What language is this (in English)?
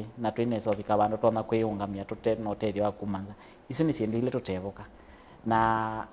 Kamba